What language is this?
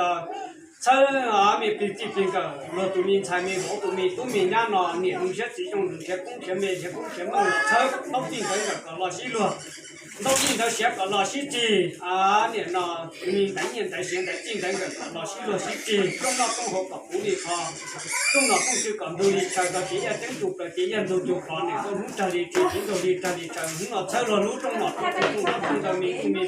Hmong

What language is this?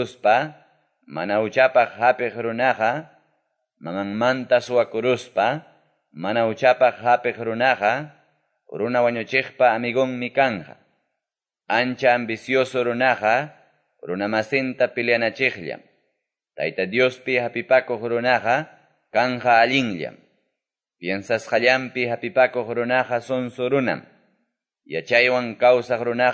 Quechua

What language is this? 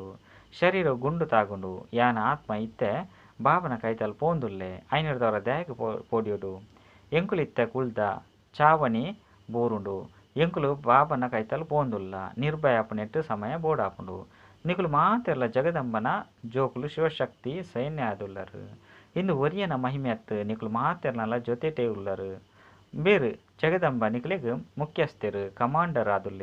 Tulu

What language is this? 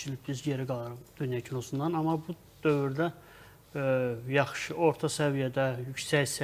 Azerbaijani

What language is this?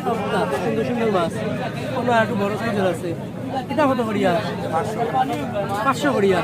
Sylheti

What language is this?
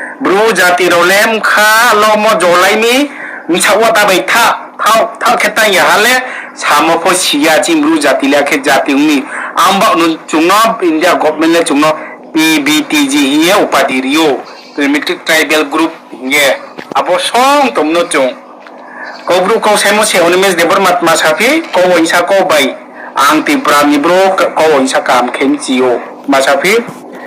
Kok Borok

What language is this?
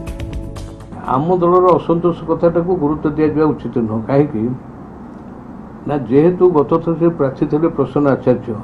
Odia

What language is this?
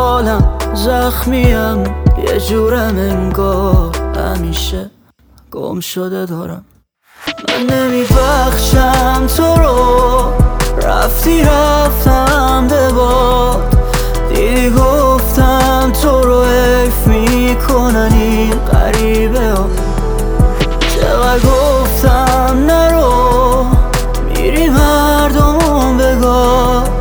Persian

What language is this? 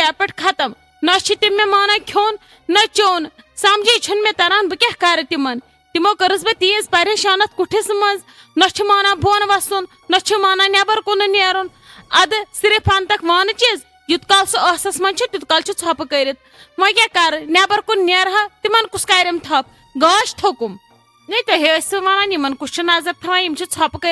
Kashmiri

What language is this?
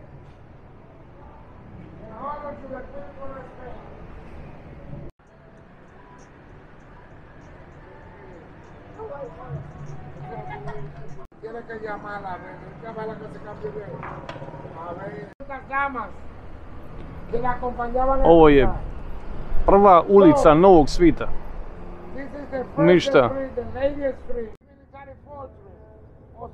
Croatian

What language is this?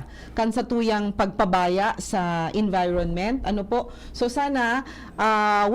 Bikol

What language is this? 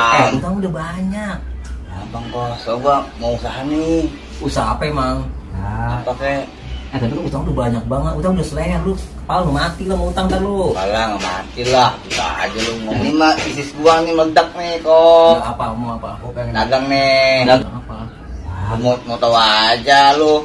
Betawi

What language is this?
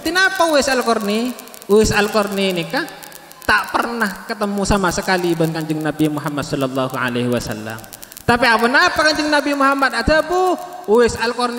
Madurese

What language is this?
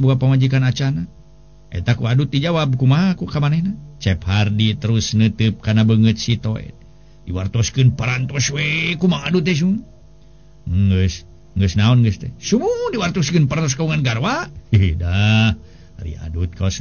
Sundanese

